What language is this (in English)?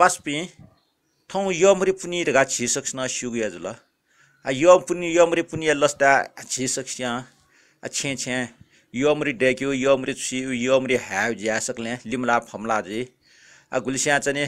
Newari